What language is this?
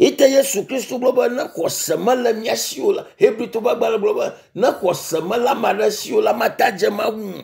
Ewe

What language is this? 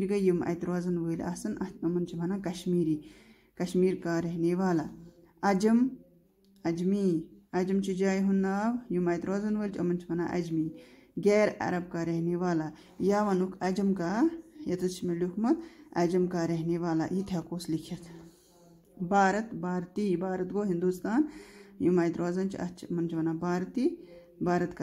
Kashmiri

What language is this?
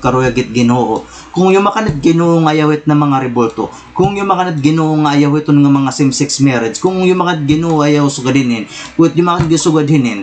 Waray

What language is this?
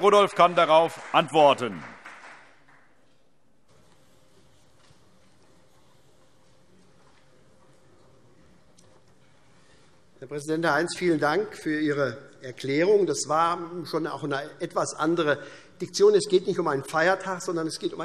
German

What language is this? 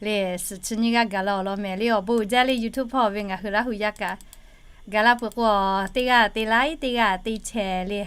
Lahu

